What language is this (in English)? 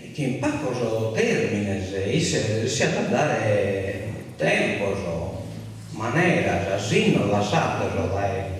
Sardinian